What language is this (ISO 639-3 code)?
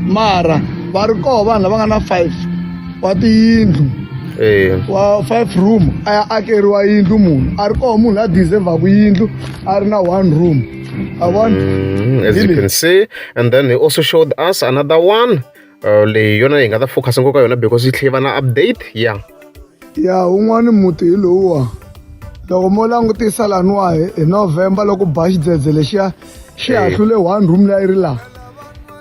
tso